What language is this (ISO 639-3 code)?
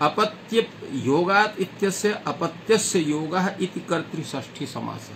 san